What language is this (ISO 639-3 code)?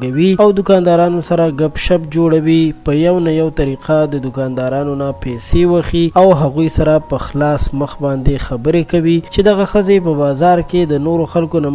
pus